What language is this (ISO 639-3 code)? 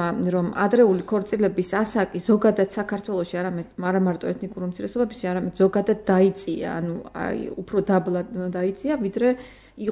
kat